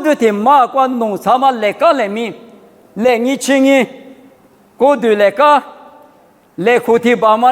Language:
Lisu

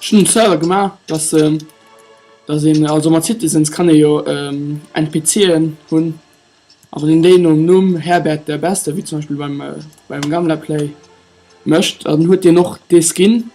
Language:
Luxembourgish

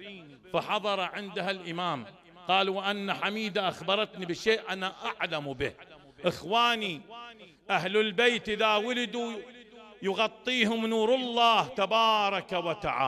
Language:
Mesopotamian Arabic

